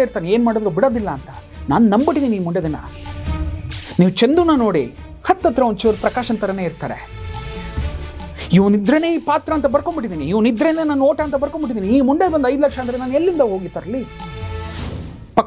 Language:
Kannada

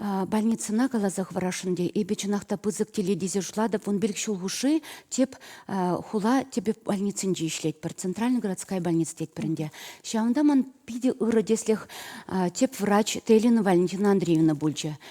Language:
Chuvash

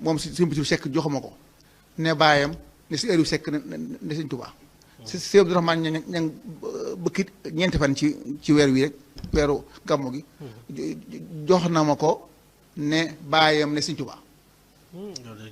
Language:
Wolof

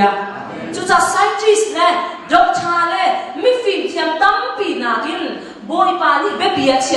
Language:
Hakha Chin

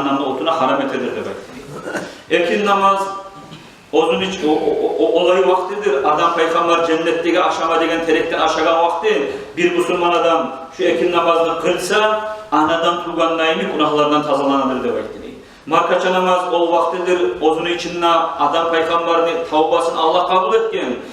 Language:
Kumyk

